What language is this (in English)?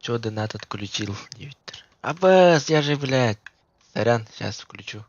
Yakut